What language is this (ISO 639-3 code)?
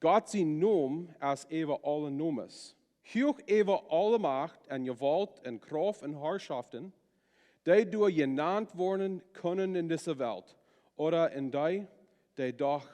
pdt